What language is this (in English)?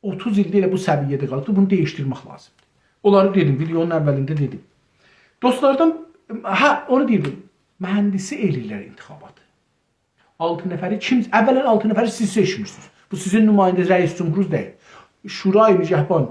South Azerbaijani